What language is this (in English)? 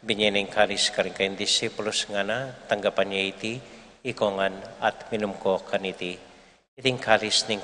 Pampanga